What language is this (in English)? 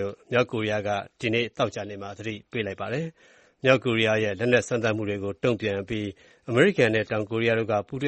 Burmese